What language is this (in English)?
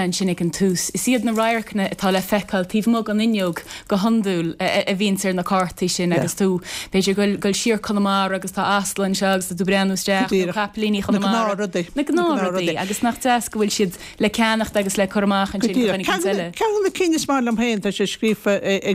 Irish